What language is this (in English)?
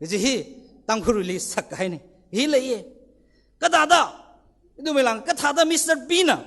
Tangkhul Naga (India)